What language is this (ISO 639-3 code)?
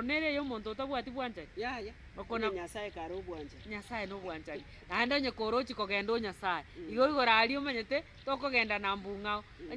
guz